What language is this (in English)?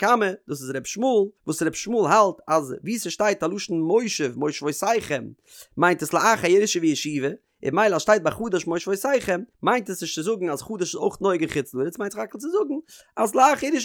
Yiddish